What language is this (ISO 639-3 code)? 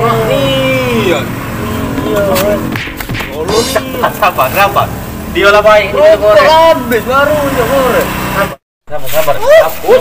mui